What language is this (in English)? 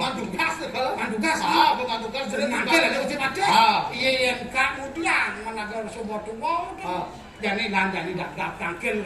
Balinese